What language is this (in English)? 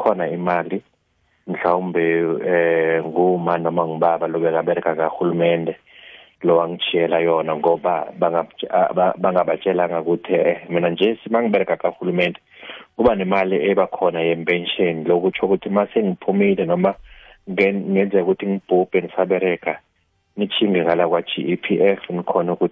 South Ndebele